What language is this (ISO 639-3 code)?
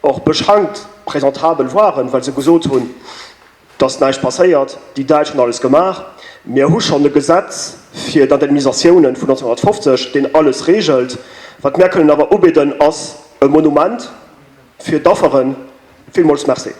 ltz